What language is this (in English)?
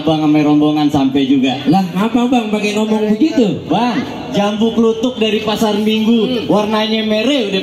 Betawi